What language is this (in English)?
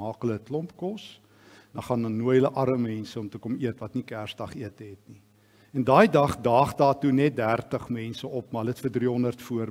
Afrikaans